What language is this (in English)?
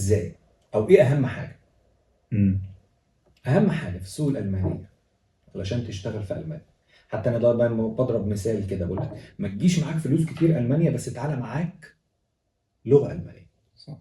Egyptian Arabic